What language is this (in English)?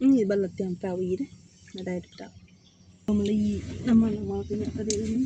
Iban